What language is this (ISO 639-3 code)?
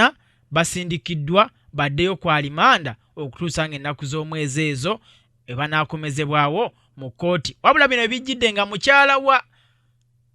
lug